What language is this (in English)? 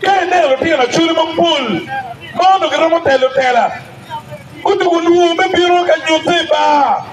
Acoli